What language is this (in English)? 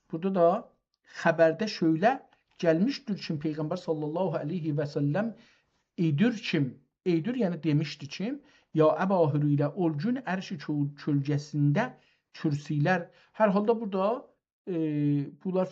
South Azerbaijani